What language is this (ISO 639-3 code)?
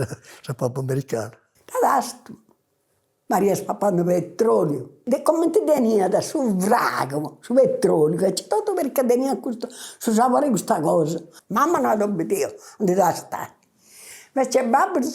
srd